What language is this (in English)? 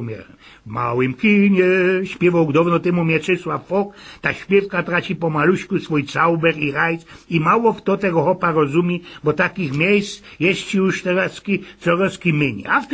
Silesian